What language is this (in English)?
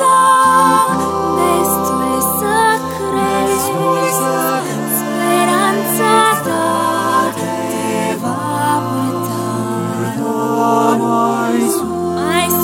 Romanian